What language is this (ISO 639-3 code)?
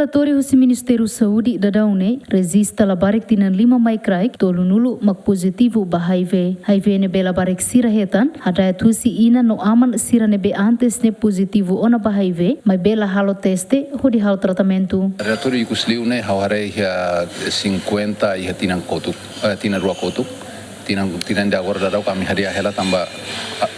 tet